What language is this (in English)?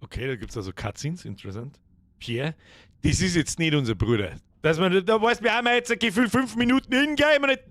Bavarian